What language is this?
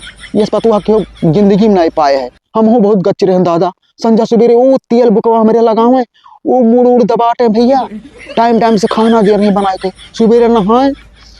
Awadhi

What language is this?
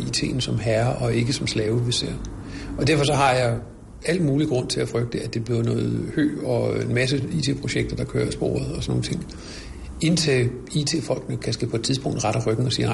Danish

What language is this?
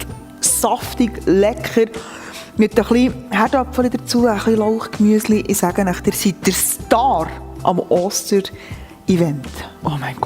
Swiss German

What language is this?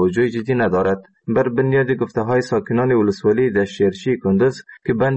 Persian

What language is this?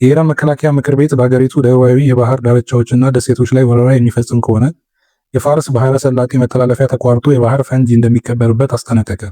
Amharic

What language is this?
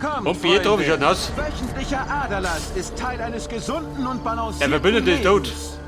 Bavarian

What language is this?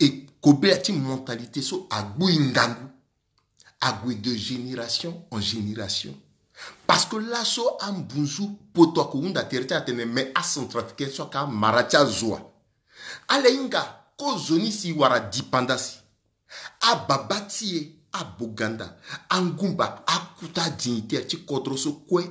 Sango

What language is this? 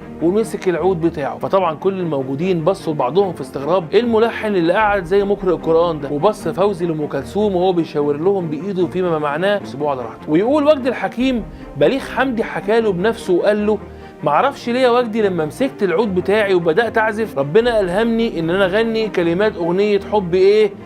Egyptian Arabic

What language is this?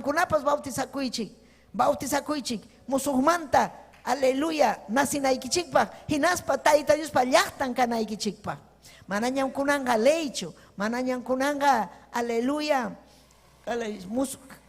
Ayacucho Quechua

